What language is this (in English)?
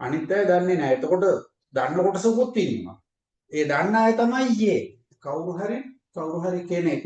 Sinhala